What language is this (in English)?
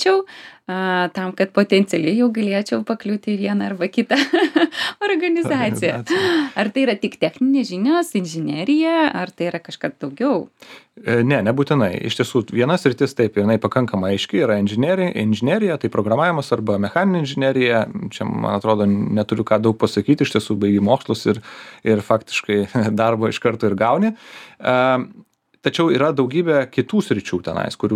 Lithuanian